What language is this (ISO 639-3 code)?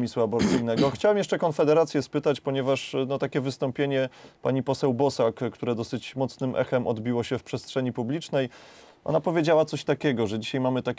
pol